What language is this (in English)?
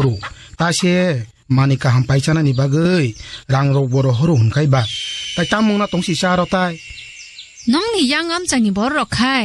Kok Borok